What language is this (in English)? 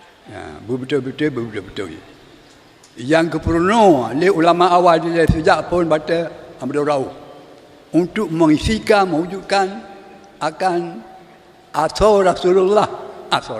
Achinese